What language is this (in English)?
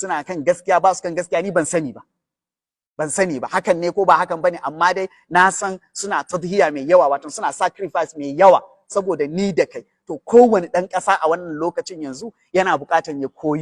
Hausa